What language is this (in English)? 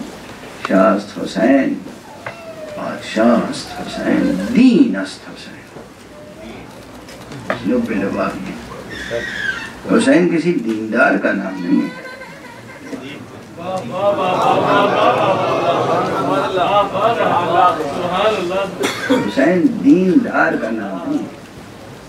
Urdu